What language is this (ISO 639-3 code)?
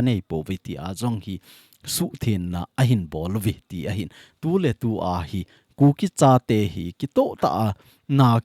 tcz